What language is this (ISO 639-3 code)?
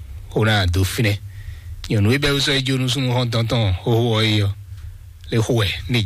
fon